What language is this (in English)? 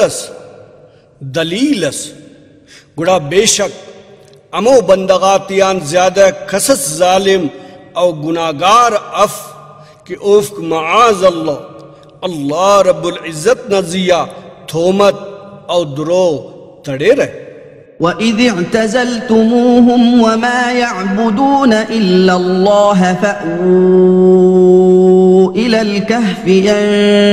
Brahui